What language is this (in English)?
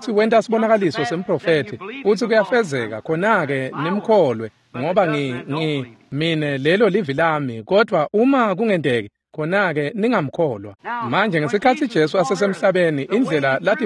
Swati